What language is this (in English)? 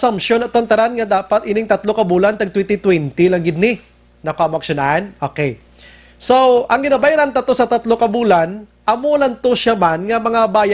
Hiligaynon